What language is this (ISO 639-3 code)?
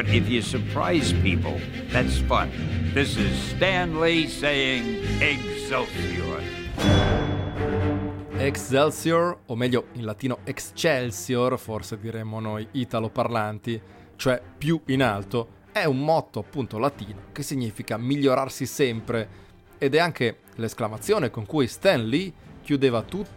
ita